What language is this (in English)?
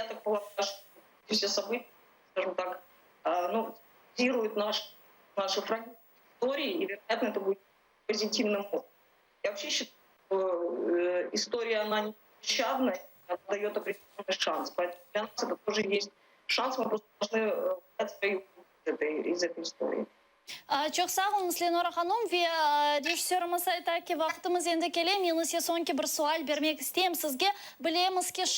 Crimean Tatar